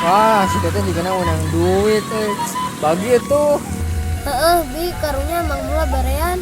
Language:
Sundanese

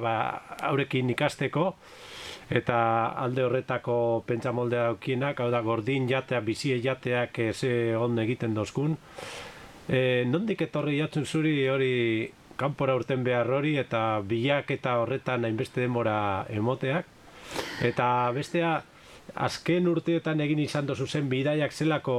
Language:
Basque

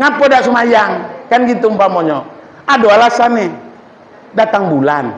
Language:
Minangkabau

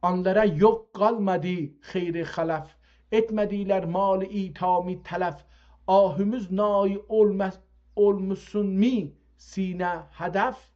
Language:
South Azerbaijani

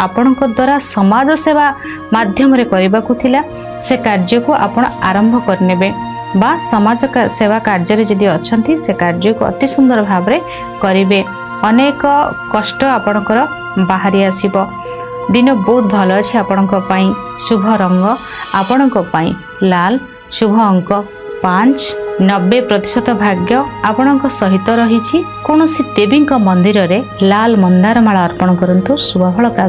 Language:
Odia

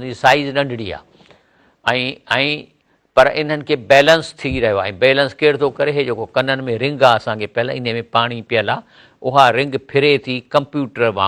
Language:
Sindhi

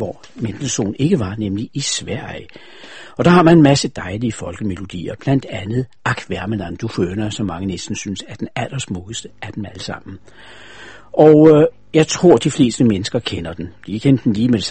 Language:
Danish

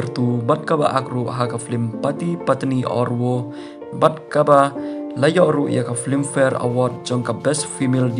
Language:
Khasi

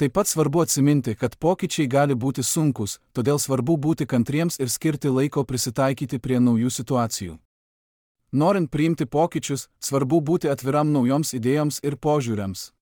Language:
Lithuanian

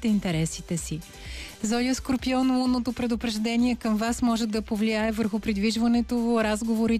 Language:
Bulgarian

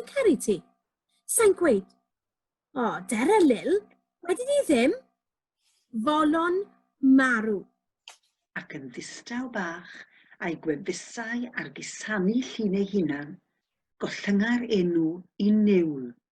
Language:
Welsh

